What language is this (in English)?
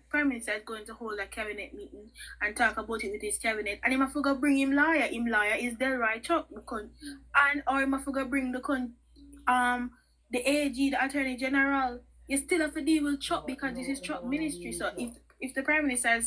Jamaican Creole English